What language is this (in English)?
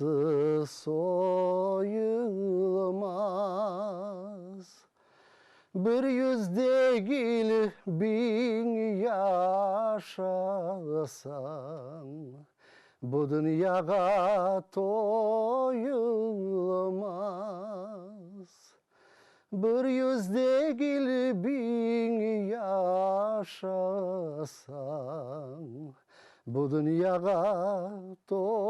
Crimean Tatar